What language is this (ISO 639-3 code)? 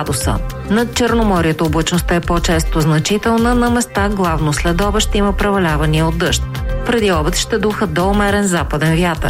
bul